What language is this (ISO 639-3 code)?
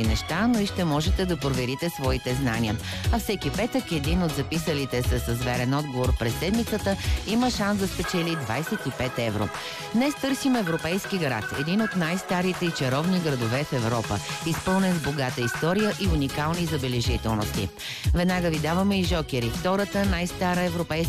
bul